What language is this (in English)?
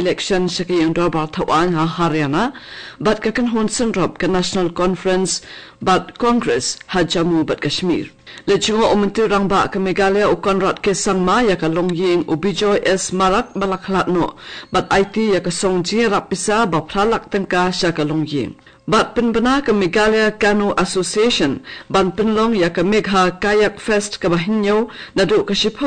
Khasi